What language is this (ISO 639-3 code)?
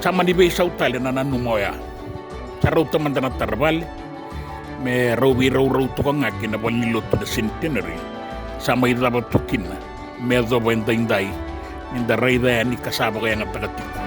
fij